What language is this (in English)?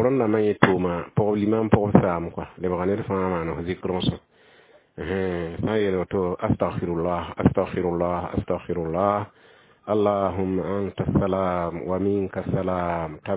Mossi